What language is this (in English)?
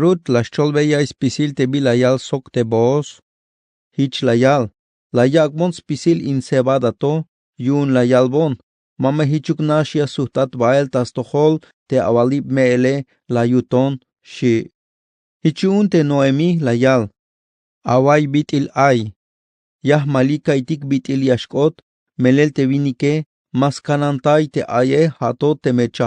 Tzeltal